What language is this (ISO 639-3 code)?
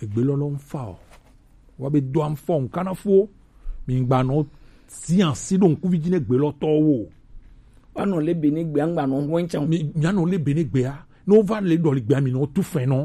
gej